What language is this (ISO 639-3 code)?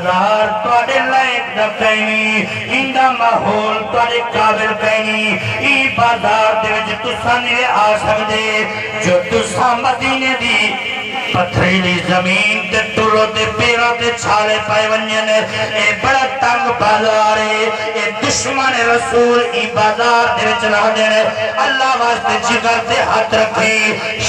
skr